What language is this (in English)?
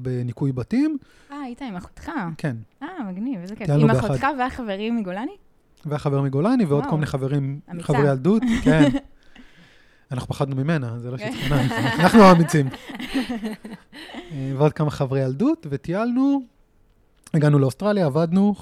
Hebrew